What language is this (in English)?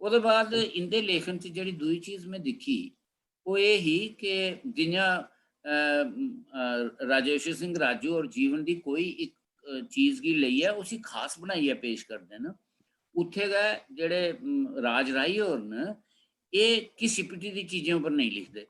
Dogri